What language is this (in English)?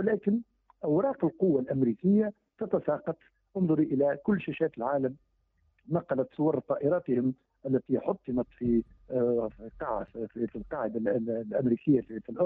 Tunisian Arabic